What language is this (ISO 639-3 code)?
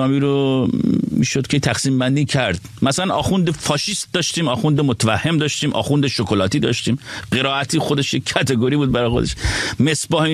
fas